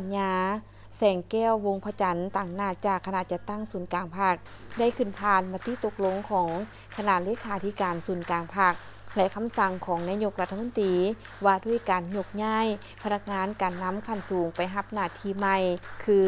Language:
Lao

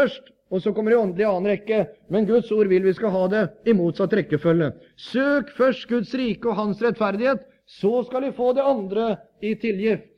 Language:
Norwegian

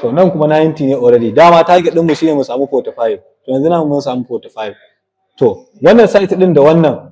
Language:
Hausa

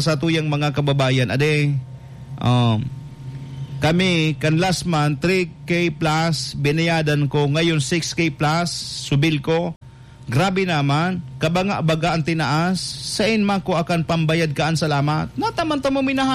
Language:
Bikol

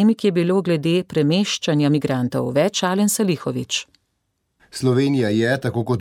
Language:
Slovenian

